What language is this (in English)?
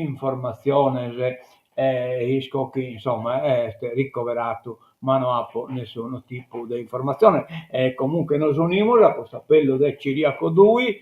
Sardinian